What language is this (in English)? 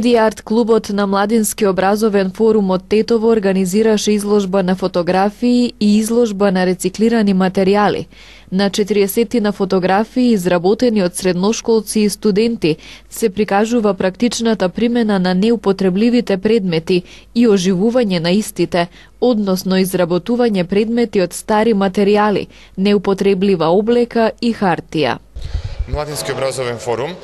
Macedonian